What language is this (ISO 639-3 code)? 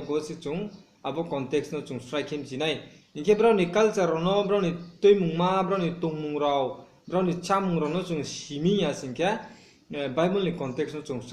ria